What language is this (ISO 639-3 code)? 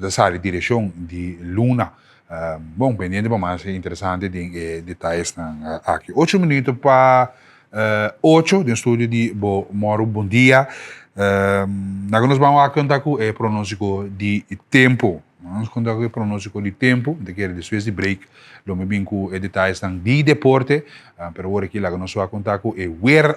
pap